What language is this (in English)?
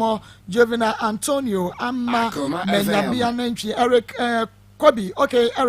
Akan